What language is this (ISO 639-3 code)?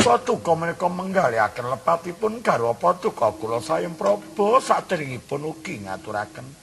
jav